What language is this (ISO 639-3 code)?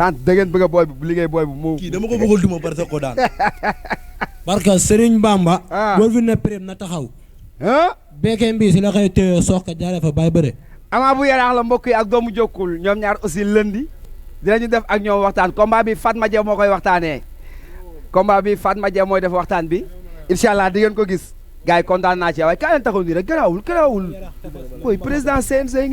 wol